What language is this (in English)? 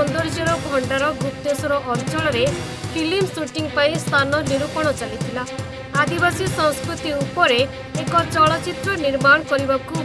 Odia